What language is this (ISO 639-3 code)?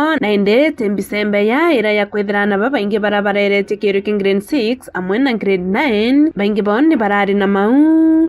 mer